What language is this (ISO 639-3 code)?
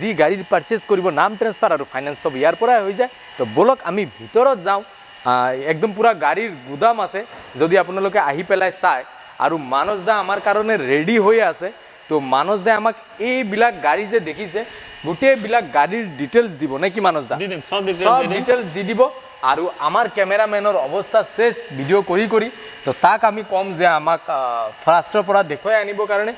asm